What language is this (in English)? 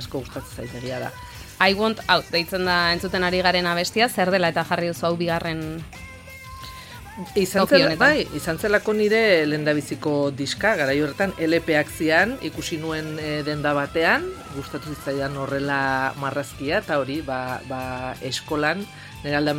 Basque